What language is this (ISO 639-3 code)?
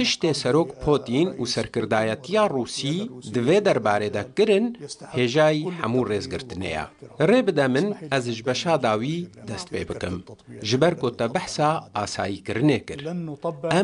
kur